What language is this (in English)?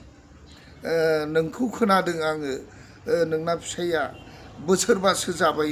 Bodo